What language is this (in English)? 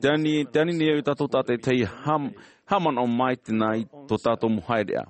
Tahitian